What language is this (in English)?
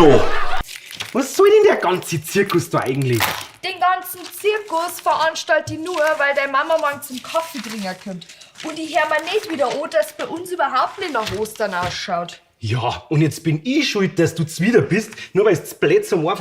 Bavarian